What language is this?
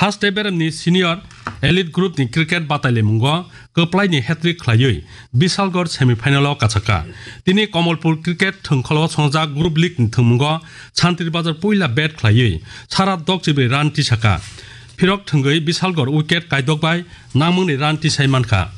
Kok Borok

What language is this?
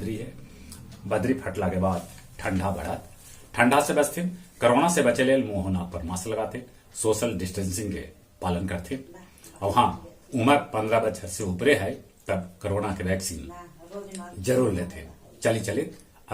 Magahi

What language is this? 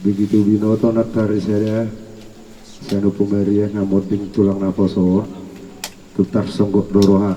Batak Toba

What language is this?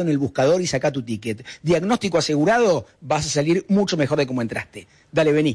Spanish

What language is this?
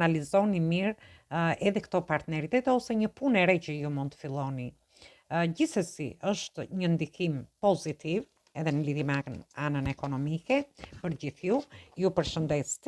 Albanian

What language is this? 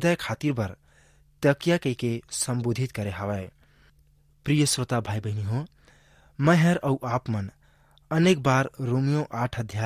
Chhattisgarhi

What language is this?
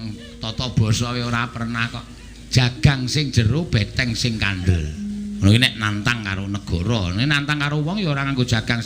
Javanese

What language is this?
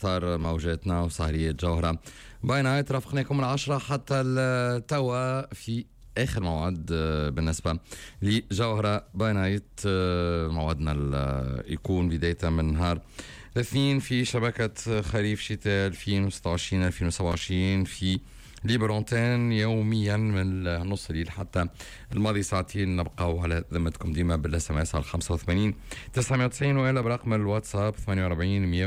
Tunisian Arabic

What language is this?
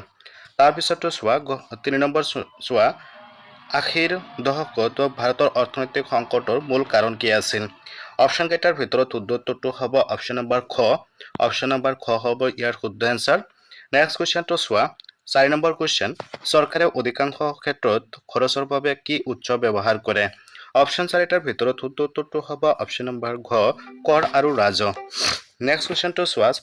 Assamese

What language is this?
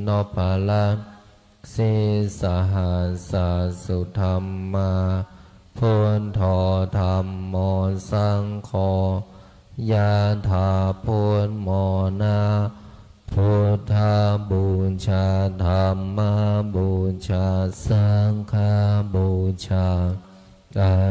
Pali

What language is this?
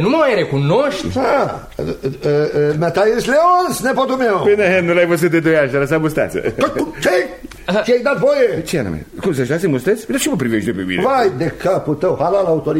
Romanian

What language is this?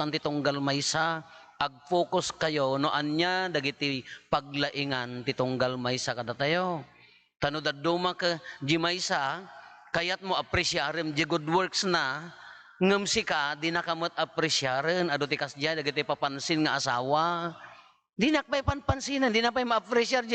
Iloko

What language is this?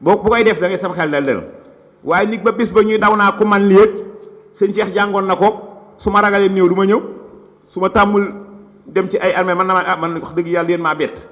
Wolof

